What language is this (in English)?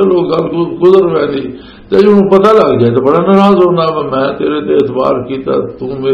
Western Panjabi